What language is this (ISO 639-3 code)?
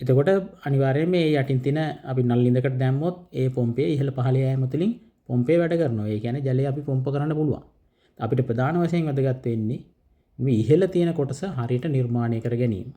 sin